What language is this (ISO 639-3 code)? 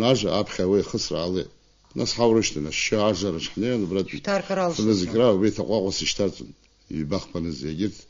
abk